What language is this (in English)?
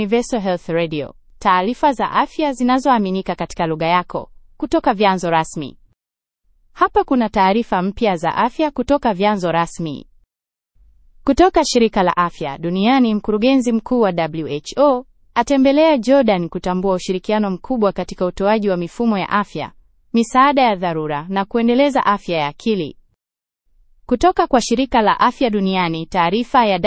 Swahili